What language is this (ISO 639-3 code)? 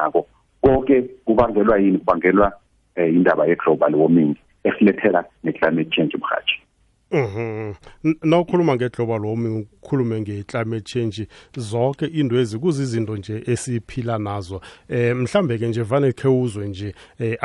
nbl